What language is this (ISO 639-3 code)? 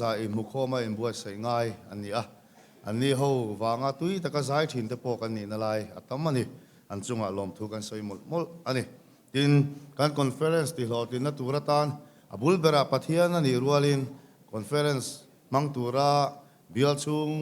lus